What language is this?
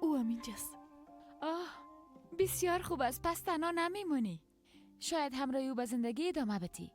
Persian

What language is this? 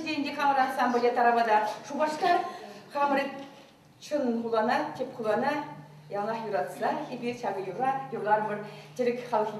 Chuvash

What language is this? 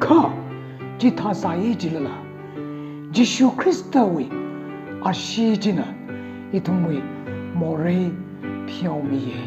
Tangkhul Naga (India)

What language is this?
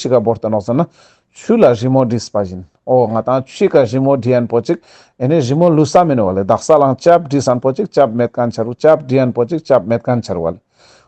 Ladakhi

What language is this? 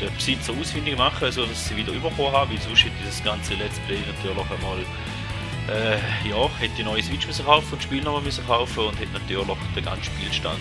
Swiss German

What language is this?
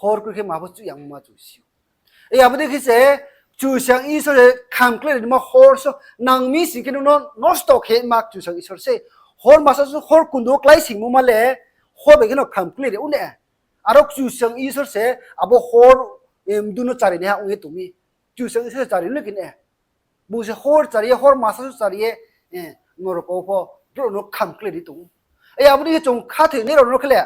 Riang (India)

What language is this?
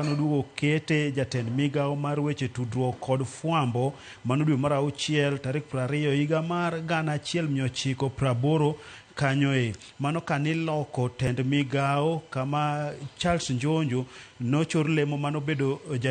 Luo (Kenya and Tanzania)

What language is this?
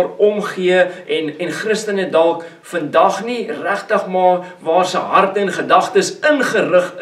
Afrikaans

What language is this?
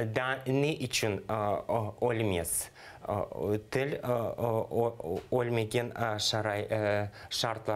Crimean Tatar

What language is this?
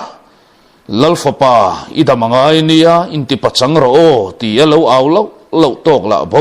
Mizo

